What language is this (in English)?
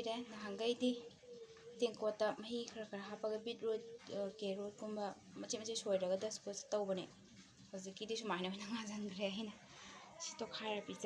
Manipuri